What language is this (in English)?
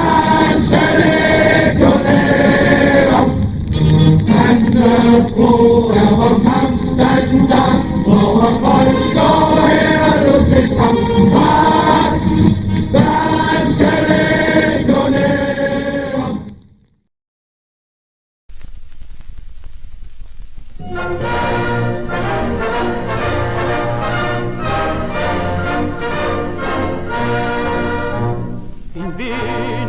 Danish